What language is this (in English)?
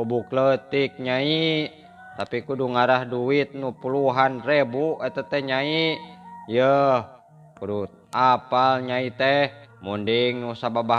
Sundanese